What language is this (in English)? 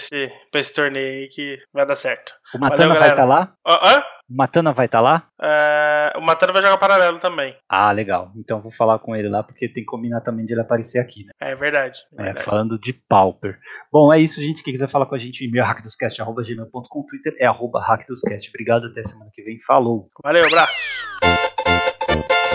Portuguese